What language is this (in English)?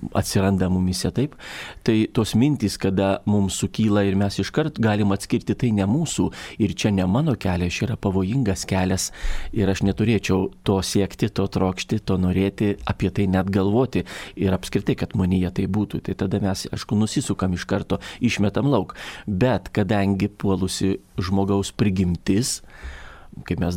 Lithuanian